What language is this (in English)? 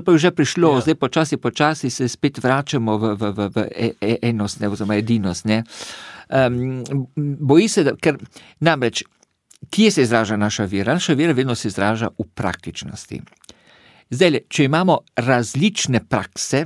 Slovenian